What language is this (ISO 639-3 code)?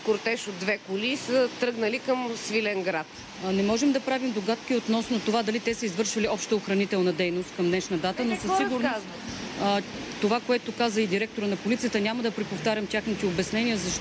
bul